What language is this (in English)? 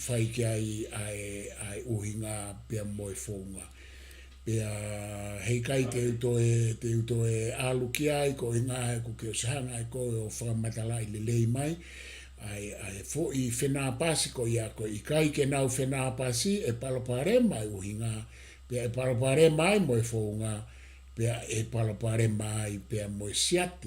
Tongan